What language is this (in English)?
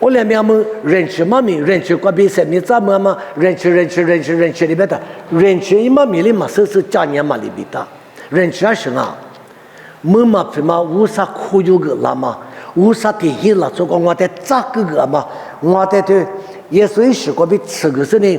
Lisu